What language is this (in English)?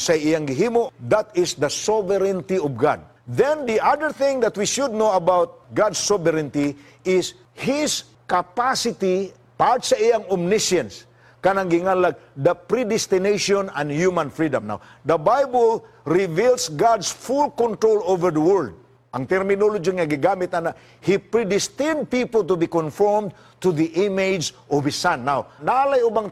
Cebuano